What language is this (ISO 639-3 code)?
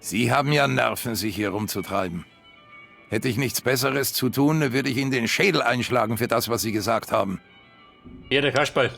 bar